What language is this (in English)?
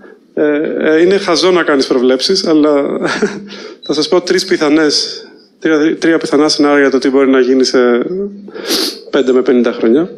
Greek